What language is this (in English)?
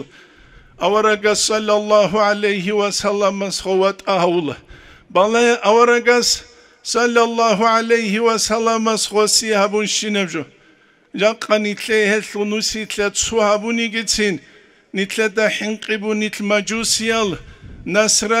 Avaric